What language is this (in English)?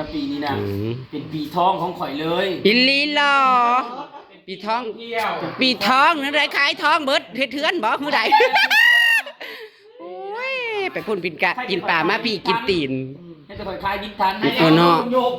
Northeastern Thai